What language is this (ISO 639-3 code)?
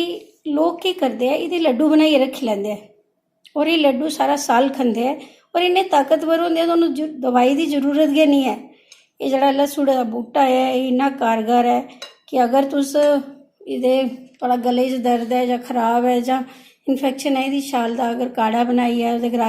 doi